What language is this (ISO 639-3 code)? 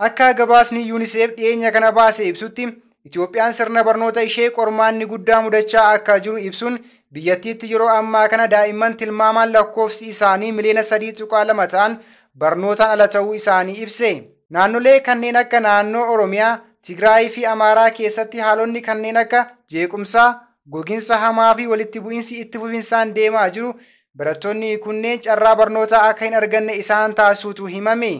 orm